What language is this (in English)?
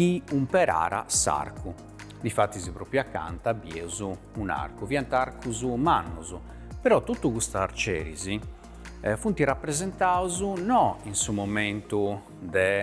Sardinian